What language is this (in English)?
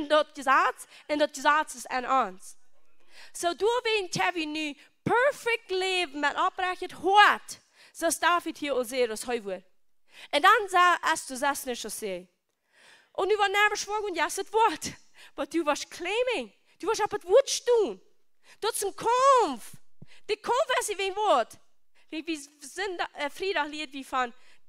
Plautdietsch